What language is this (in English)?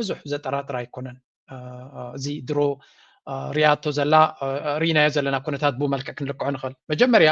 Tigrinya